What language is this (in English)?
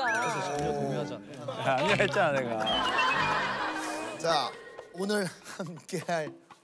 Korean